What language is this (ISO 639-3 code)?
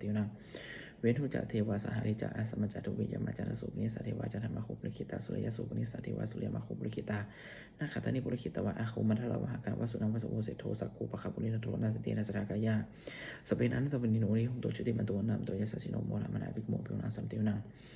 pli